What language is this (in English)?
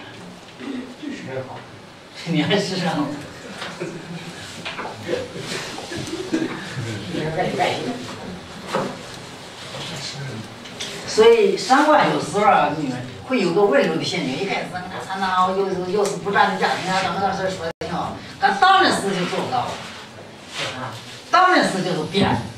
Chinese